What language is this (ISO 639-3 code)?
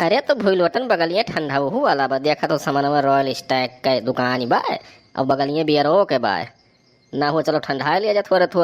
awa